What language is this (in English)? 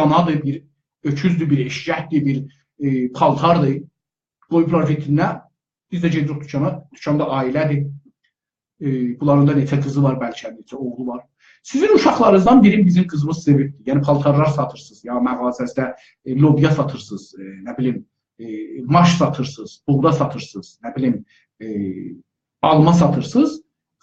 South Azerbaijani